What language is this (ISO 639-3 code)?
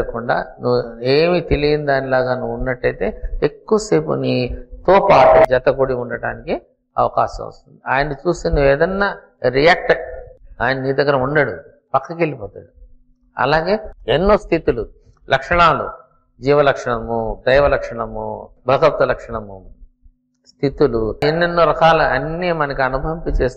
tel